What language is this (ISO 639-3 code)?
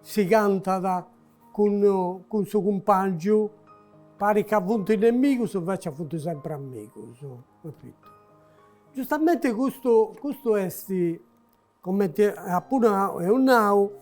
srd